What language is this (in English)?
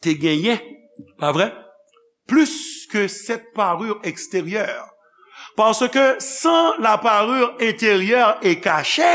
Haitian Creole